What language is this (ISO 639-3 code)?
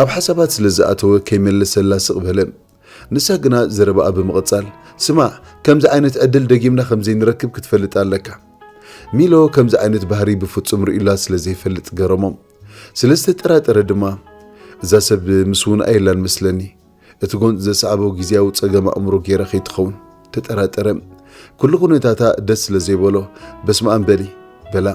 tir